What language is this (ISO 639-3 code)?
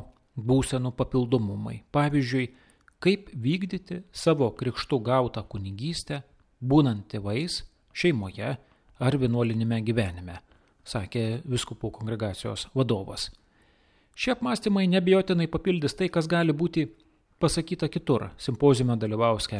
lit